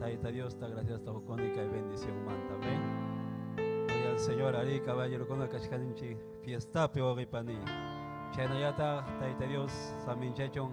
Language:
Ayacucho Quechua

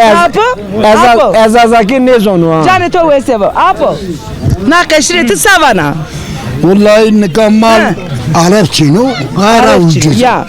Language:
Zaza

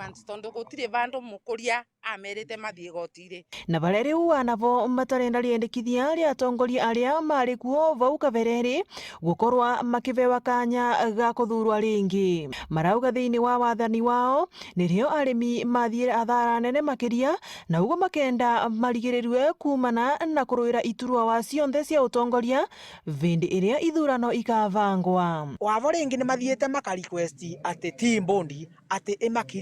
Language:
Meru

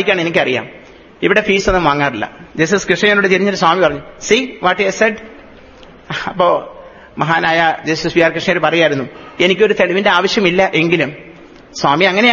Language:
Malayalam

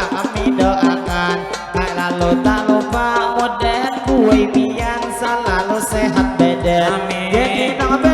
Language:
Banjar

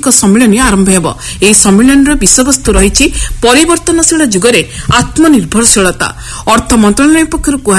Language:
Odia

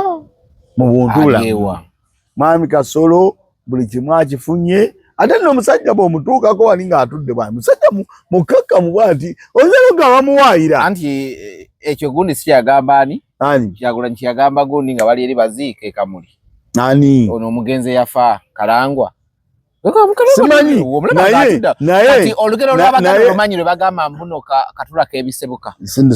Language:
Ganda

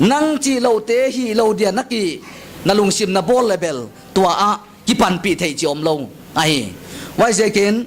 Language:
Paite Chin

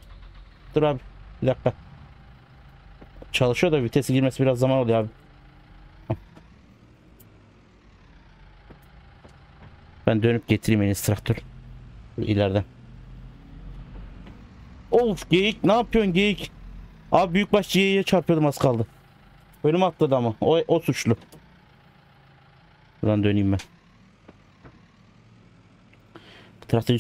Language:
Turkish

